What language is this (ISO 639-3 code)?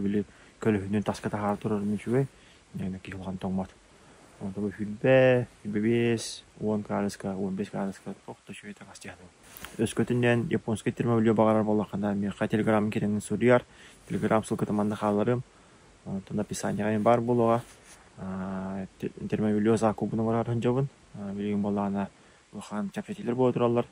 sah